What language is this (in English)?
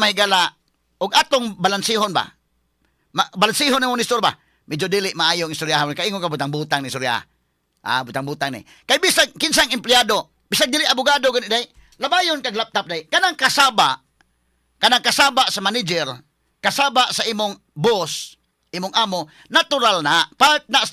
Cebuano